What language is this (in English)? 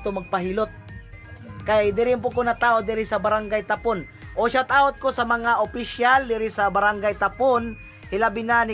Cebuano